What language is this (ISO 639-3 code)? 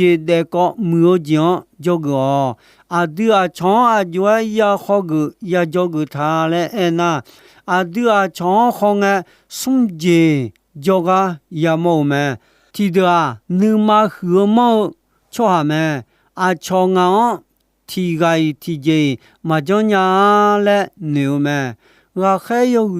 ahk